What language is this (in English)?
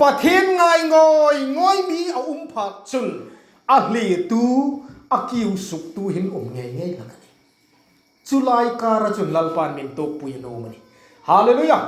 Hmar